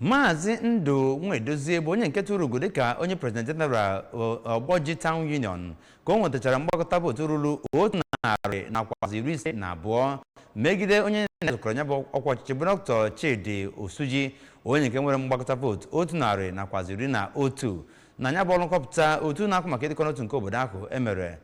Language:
Igbo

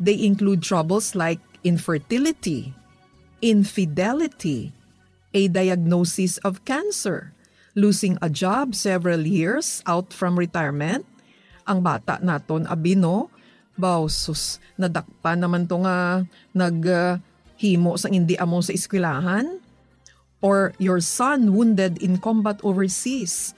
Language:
Hiligaynon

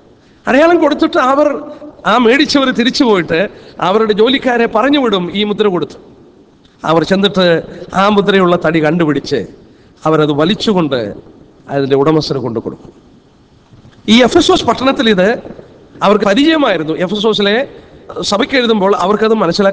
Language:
Malayalam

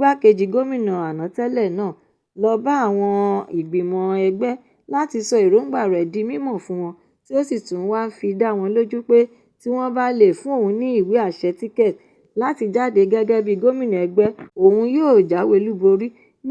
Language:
Yoruba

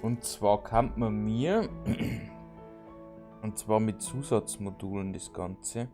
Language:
Bavarian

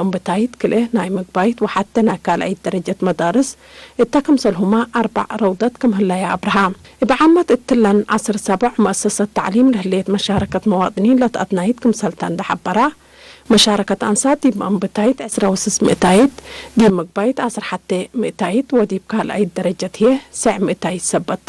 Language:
Tigre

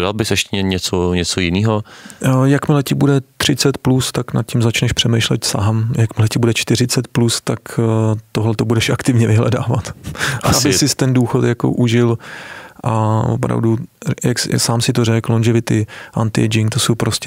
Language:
Czech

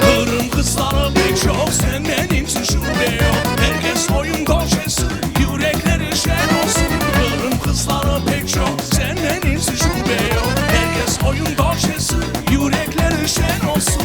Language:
Crimean Tatar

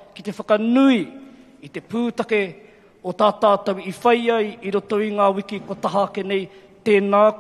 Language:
Māori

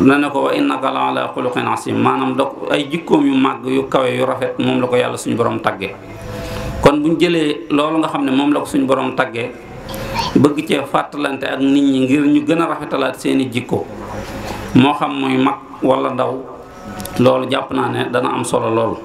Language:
Wolof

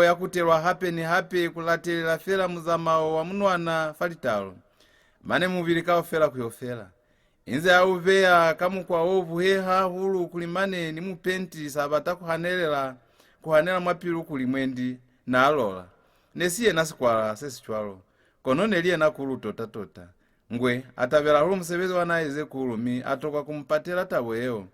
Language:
Lozi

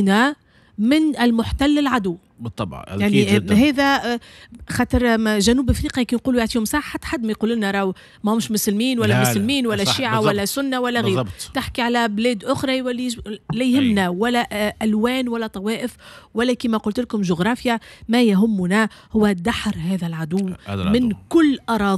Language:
Tunisian Arabic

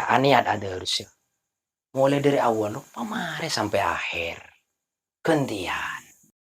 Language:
Madurese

